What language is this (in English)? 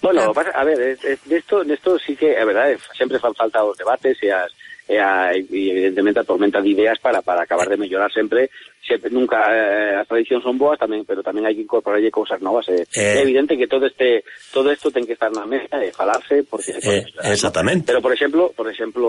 Galician